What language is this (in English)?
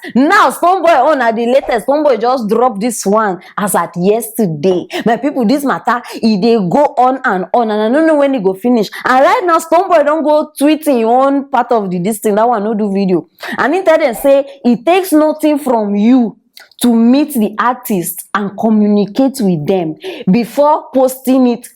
Nigerian Pidgin